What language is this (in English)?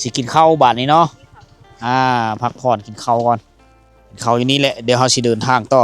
Lao